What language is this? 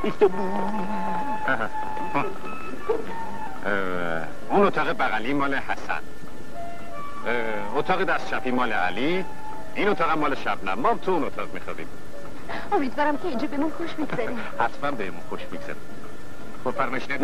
Persian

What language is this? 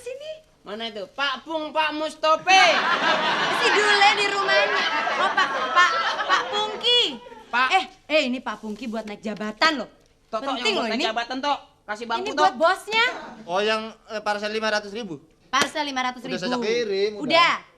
Betawi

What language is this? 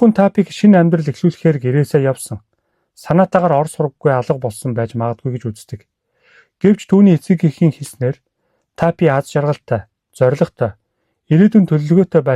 Mongolian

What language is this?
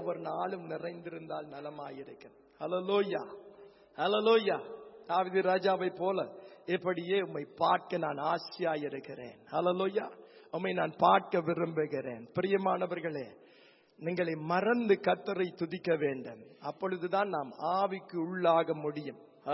Tamil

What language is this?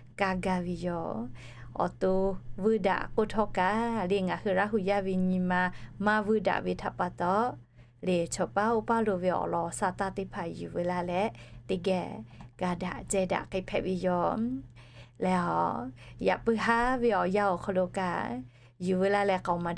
Lahu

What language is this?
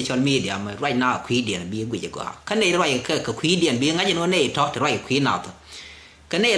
Nuer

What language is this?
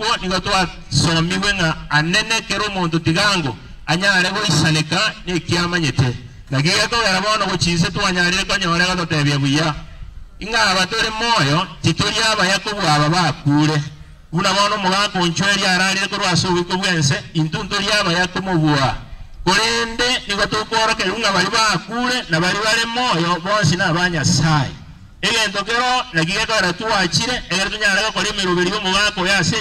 Gusii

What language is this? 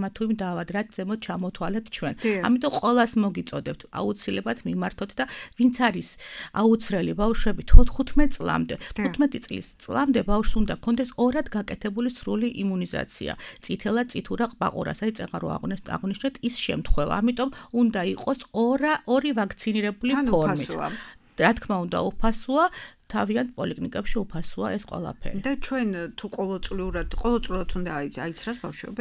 Georgian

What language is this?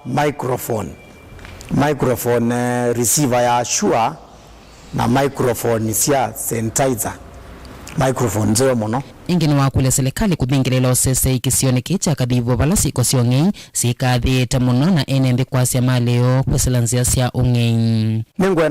Kamba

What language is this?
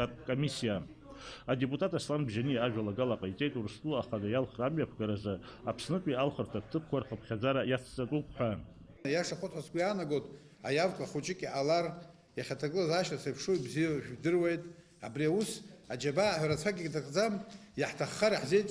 Abkhazian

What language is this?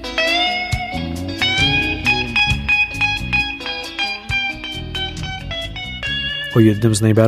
Polish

